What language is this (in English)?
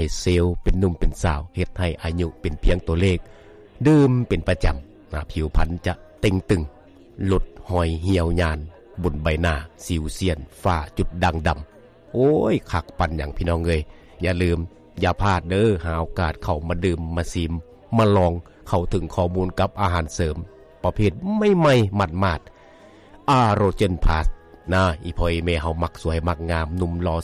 Lao